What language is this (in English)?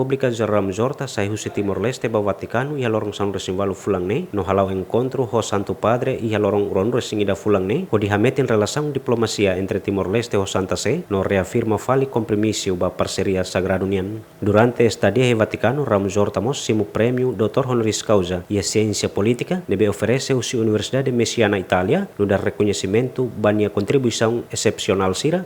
Tetum